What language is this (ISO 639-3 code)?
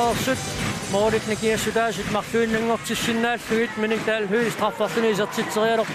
kal